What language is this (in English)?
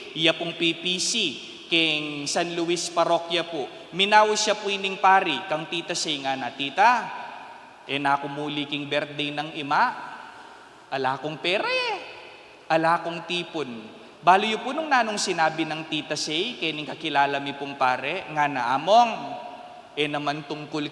Pampanga